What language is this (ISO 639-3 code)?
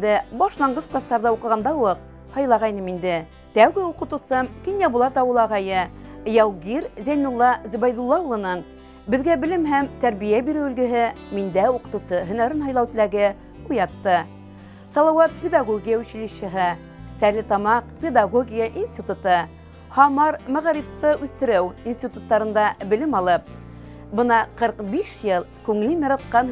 bak